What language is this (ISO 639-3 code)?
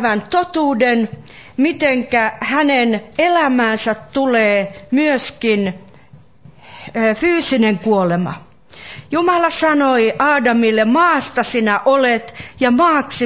fin